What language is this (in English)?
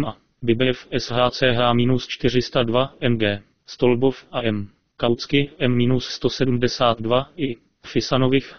Czech